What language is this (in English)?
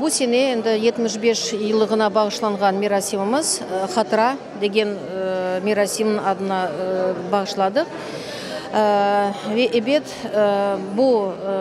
Crimean Tatar